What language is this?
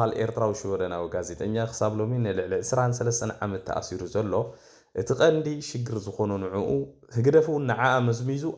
Tigrinya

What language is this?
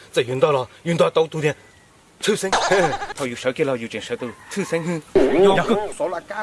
Hmong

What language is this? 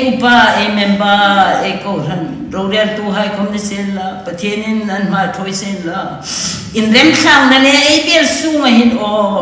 Hmar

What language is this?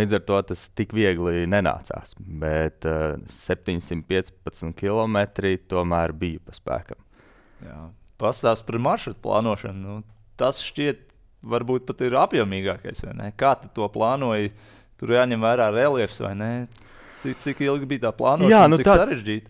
Latvian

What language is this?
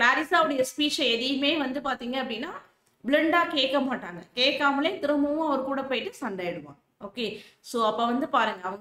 Tamil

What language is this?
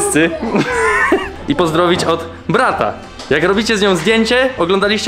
Polish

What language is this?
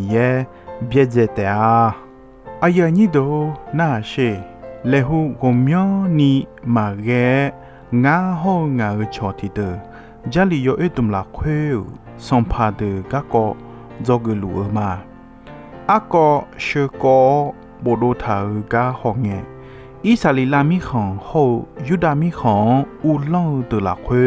Akha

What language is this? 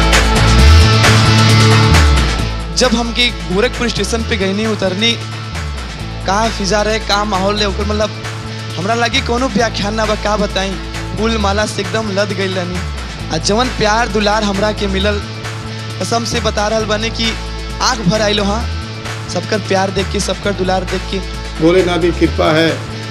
Bhojpuri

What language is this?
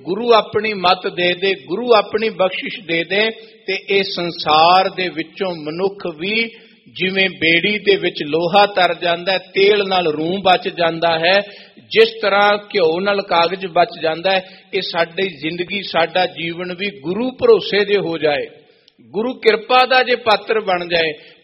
Punjabi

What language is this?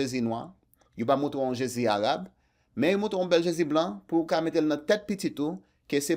Haitian Creole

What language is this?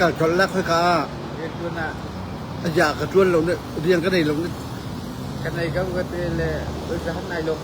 Hakha Chin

